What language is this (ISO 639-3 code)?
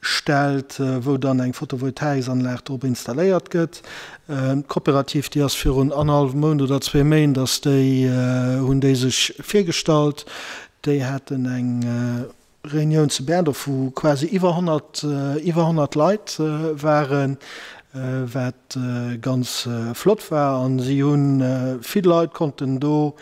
ltz